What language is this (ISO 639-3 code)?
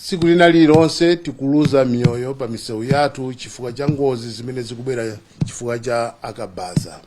nya